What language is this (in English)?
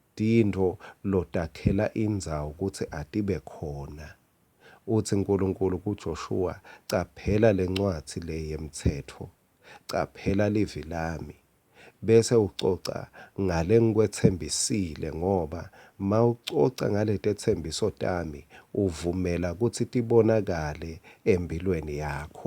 Swati